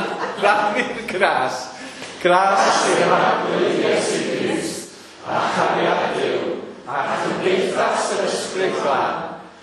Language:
Welsh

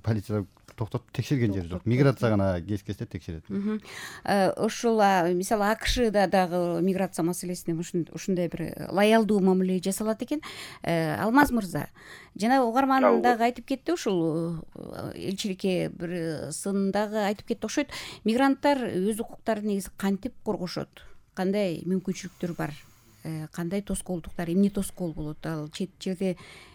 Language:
Kyrgyz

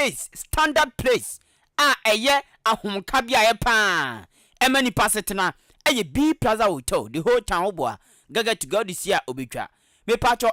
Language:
Akan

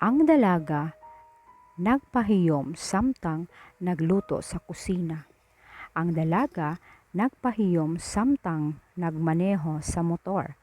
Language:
Cebuano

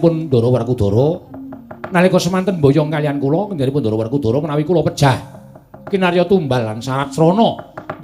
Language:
Javanese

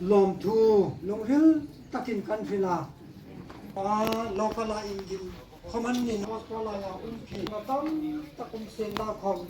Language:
Hmar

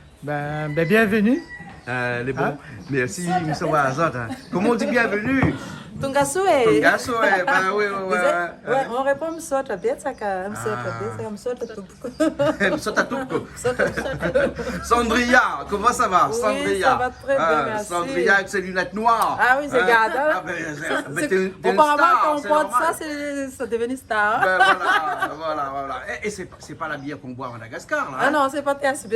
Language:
Réunion Creole French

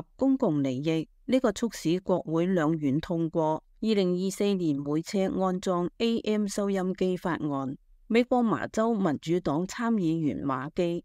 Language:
Cantonese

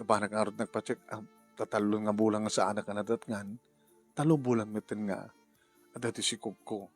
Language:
Iloko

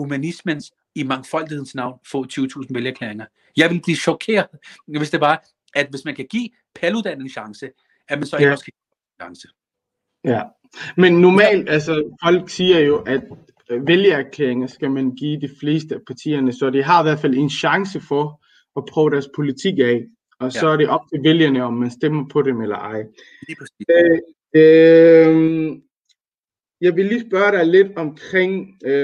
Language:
Danish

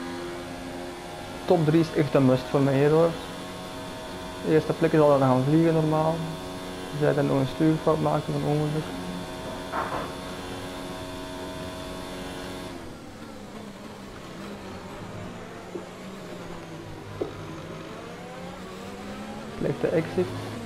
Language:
Dutch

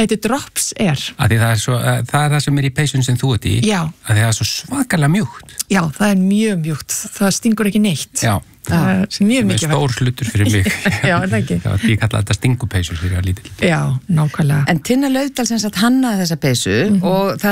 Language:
Icelandic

